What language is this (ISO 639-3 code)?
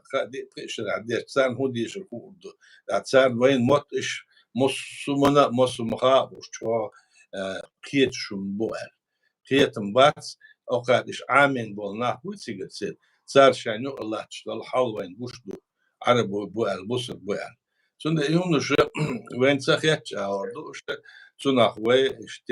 che